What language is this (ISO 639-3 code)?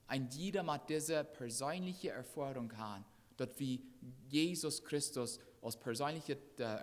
pdt